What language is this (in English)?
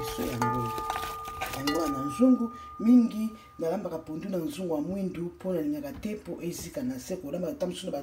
Lingala